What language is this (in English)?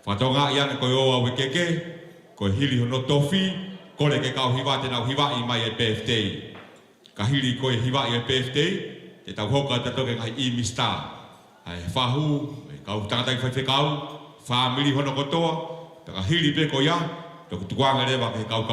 Tongan